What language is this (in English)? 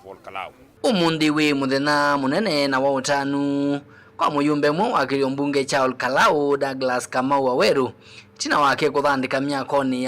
Kamba